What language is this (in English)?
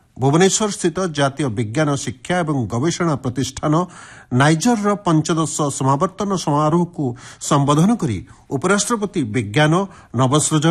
Odia